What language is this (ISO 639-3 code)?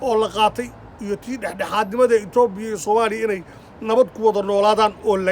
som